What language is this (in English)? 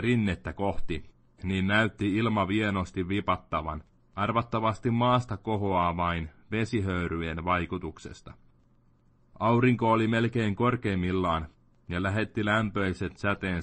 Finnish